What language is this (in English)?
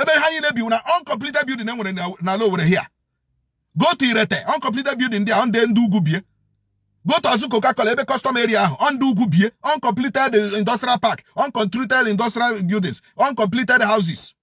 Igbo